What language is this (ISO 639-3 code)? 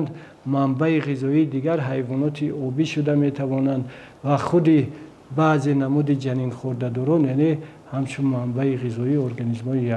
tgk